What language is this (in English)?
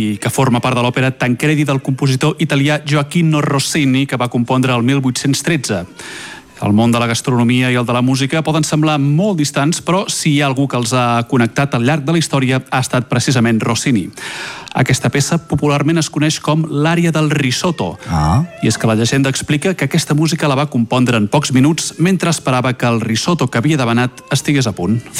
Catalan